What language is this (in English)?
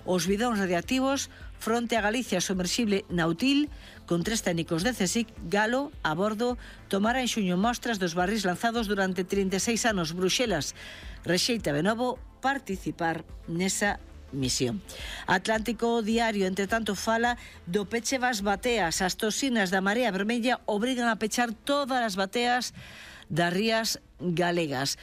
Galician